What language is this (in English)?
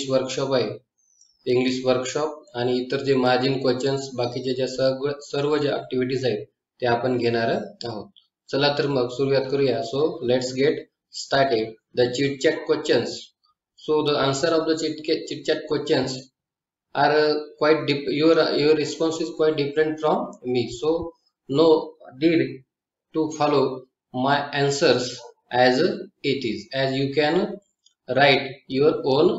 Marathi